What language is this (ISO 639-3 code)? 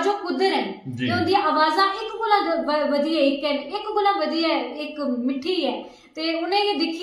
doi